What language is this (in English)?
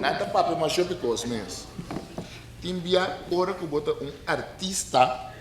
Papiamento